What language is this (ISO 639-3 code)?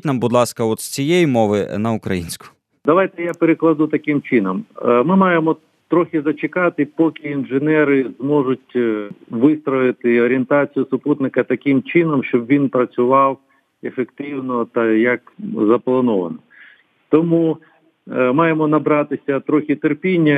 ukr